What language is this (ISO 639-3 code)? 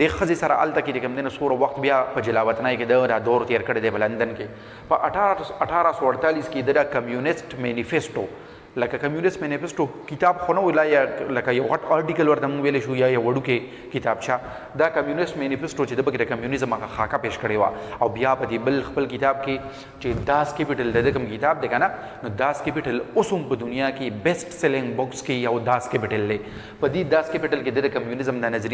pus